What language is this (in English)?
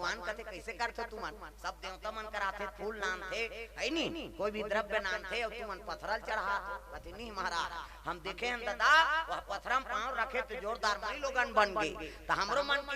Chhattisgarhi